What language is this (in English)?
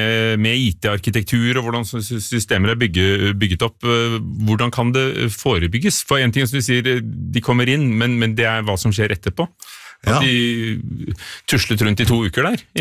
Norwegian